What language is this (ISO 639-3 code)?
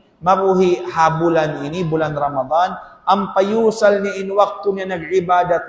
tsg